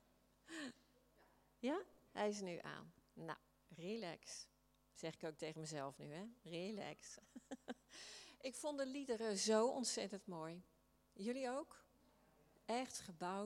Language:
Dutch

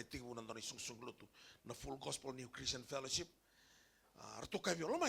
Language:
Fijian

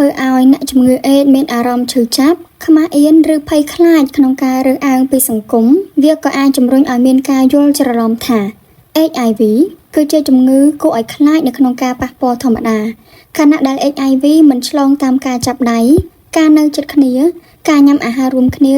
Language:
Khmer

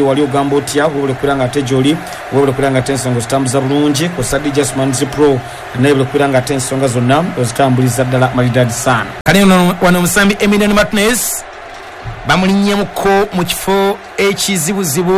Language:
Ganda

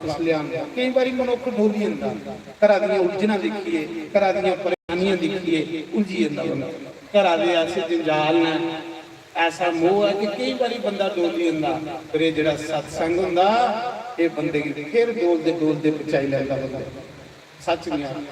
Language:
Dogri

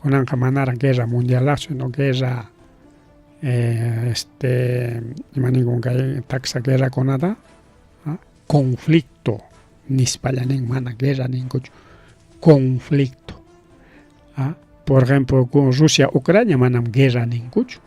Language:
Ayacucho Quechua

